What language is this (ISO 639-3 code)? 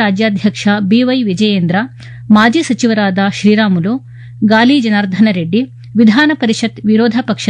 kan